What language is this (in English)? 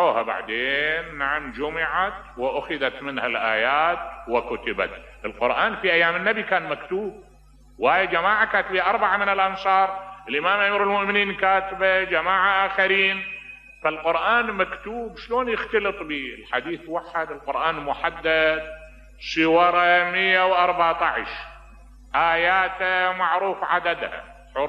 Mesopotamian Arabic